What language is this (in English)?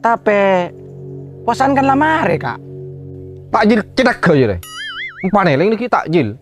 Madurese